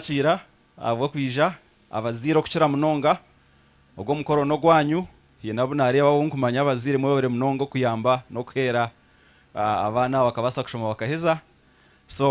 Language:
Nyankole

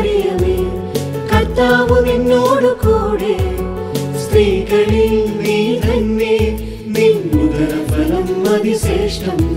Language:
Malayalam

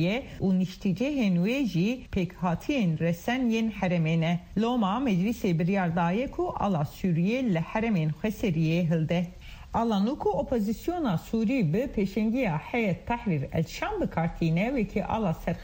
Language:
Kurdish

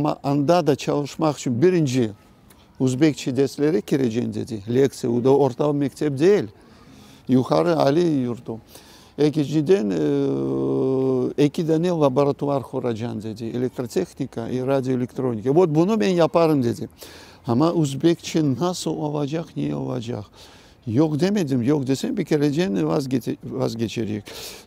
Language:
Crimean Tatar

